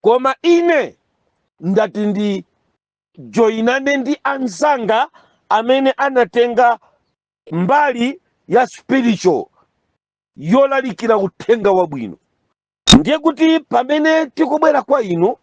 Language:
Nyanja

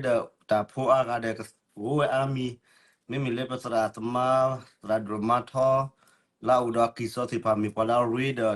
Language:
S'gaw Karen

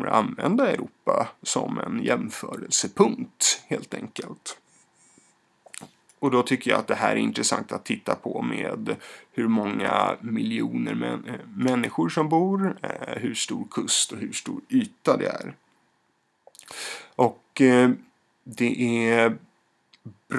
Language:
Swedish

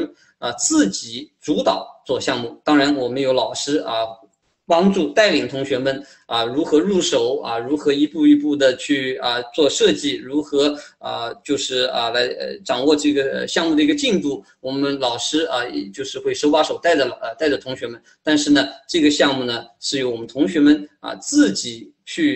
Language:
Chinese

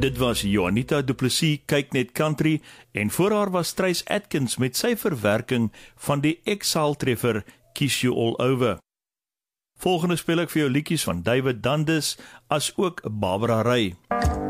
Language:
Afrikaans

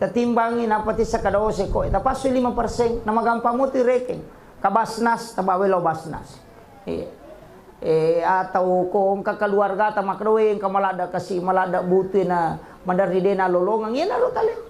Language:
Buginese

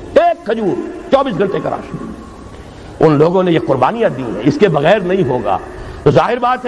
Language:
Urdu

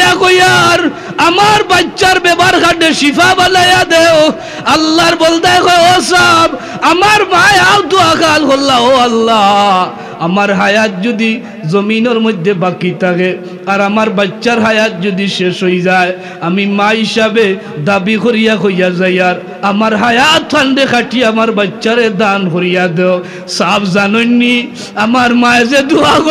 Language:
Sylheti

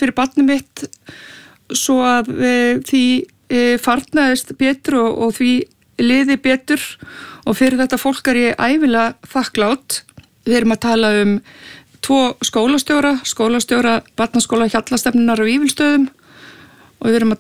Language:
Icelandic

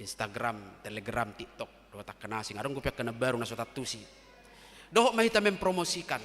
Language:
Batak Toba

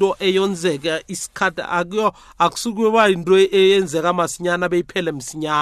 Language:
South Ndebele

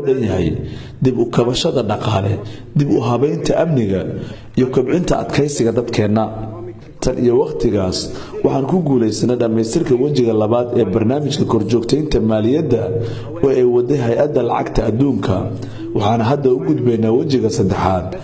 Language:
Somali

